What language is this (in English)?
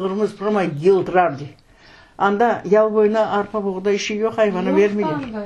Crimean Tatar